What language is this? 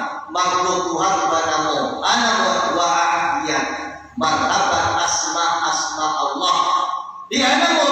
Minangkabau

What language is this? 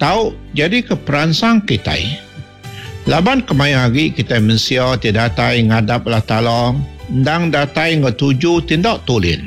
Iban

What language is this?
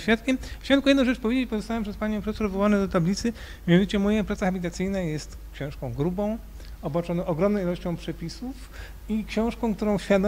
Polish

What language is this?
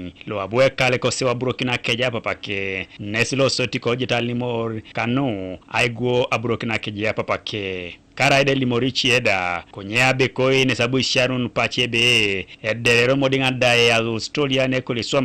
Teso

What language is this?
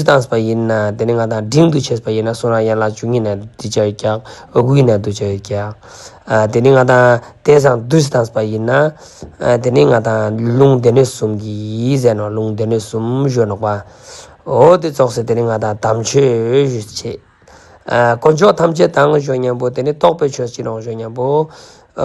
Ladakhi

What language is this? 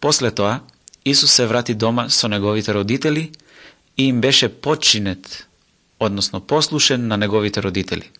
Macedonian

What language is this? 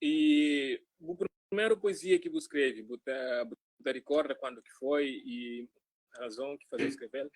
Kabuverdianu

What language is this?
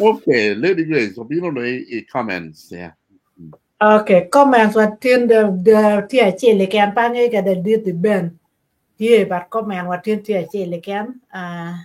Acoli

